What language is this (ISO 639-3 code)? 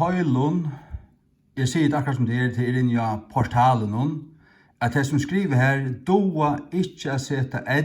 fao